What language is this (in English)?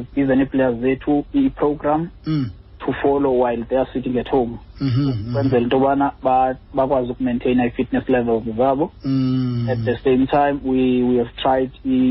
Xhosa